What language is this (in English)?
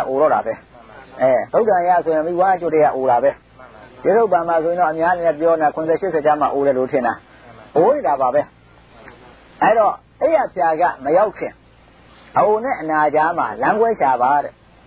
Burmese